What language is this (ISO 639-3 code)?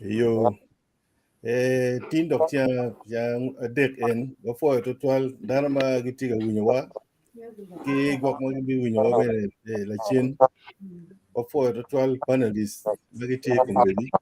ach